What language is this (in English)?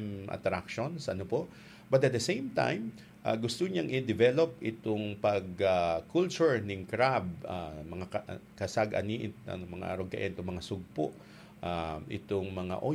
Bikol